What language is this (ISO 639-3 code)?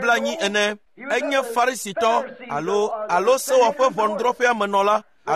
ewe